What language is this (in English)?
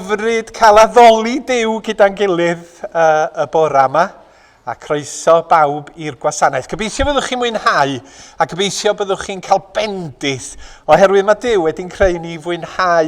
Welsh